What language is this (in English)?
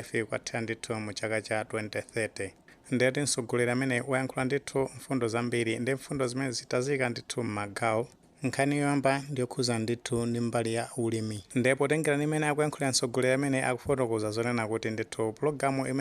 Nyanja